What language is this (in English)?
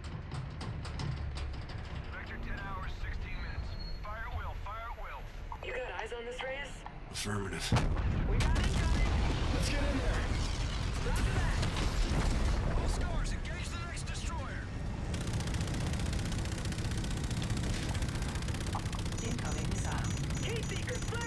English